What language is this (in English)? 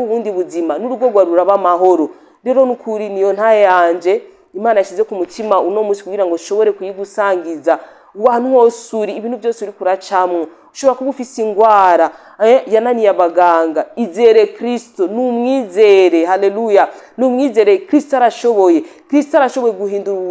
Rundi